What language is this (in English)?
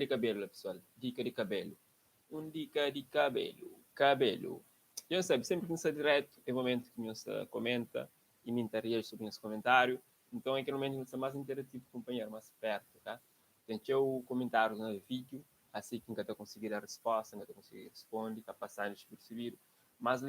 Kabuverdianu